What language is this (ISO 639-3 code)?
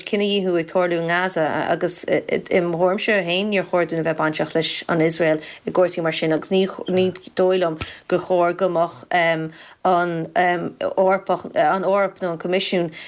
gle